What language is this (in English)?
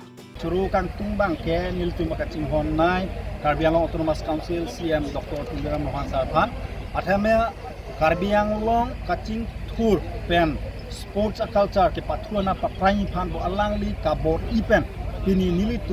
Karbi